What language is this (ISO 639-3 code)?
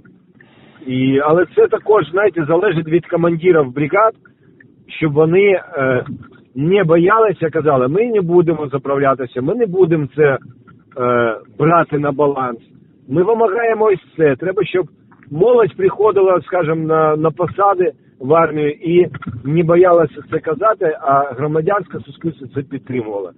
ukr